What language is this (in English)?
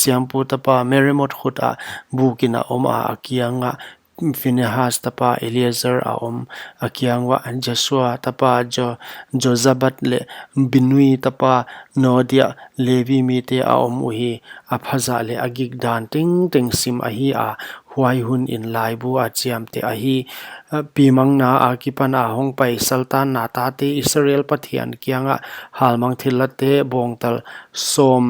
Paite Chin